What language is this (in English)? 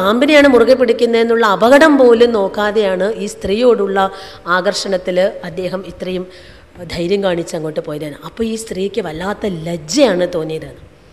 Malayalam